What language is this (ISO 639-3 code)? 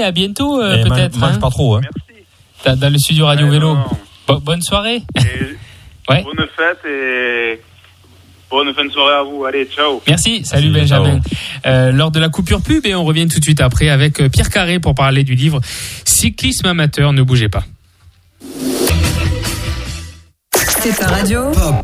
fra